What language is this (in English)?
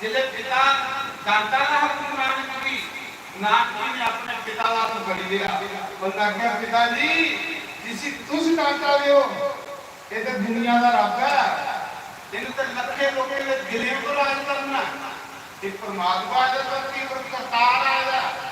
Dogri